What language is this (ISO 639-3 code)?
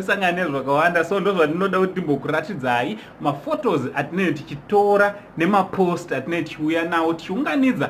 sna